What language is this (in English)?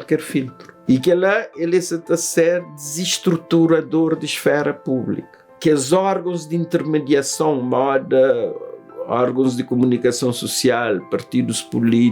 Kabuverdianu